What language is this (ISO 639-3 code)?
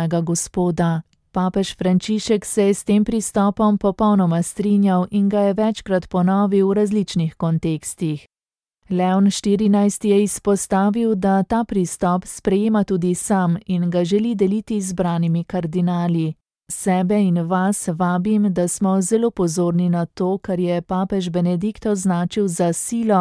slv